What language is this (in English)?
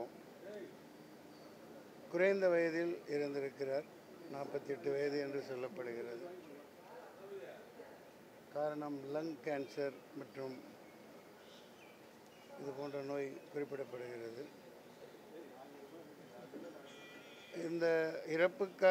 Tamil